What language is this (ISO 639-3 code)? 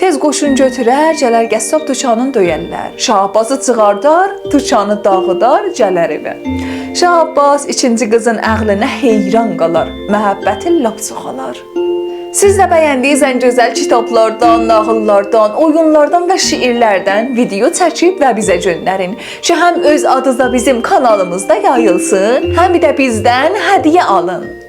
azb